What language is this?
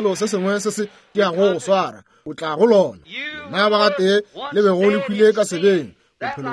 Northern Sotho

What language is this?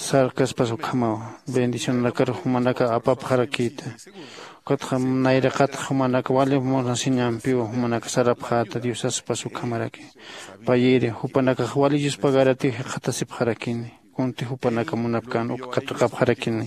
Aymara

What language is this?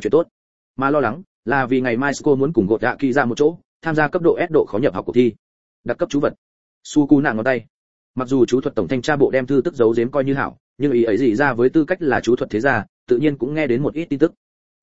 Vietnamese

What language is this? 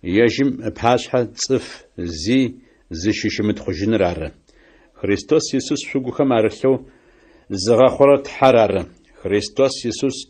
Adyghe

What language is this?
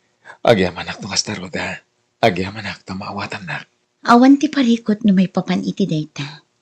Iloko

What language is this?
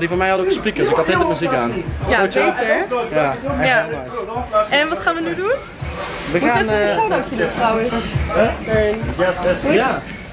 Dutch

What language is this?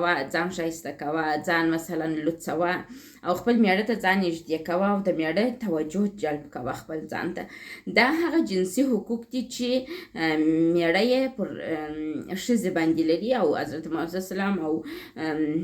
Pashto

